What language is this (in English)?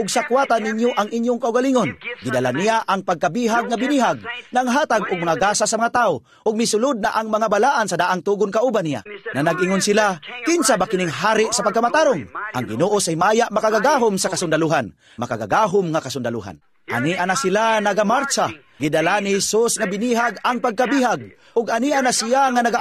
Cebuano